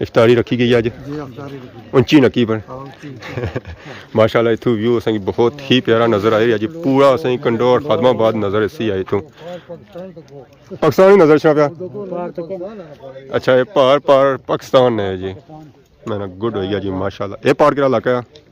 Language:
Pahari-Potwari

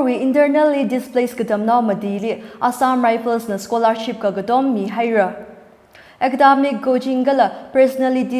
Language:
Tangkhul Naga (India)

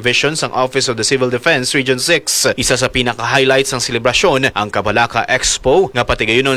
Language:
Hiligaynon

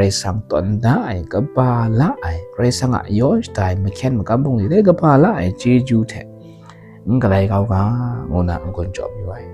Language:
Kachin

